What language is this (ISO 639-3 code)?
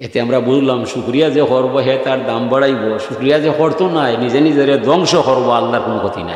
syl